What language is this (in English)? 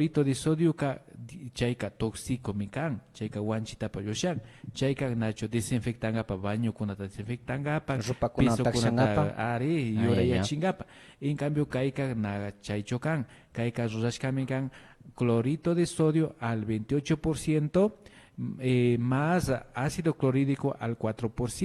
Imbabura Highland Quichua